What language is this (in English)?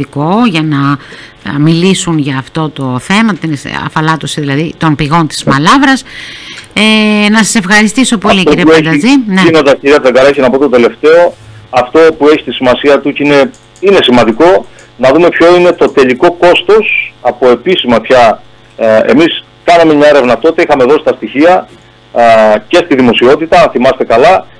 Greek